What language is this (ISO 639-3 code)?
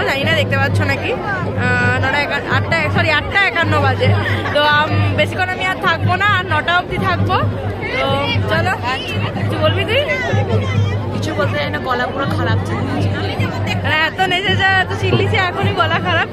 ben